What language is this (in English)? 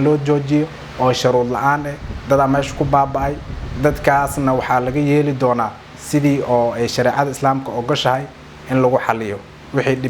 Somali